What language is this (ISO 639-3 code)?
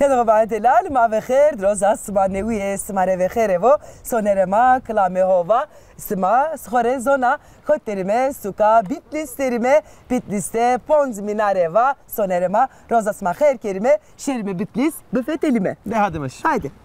zza